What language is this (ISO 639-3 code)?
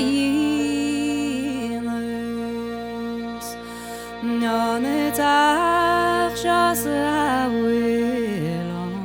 gle